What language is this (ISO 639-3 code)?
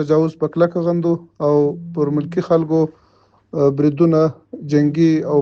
pus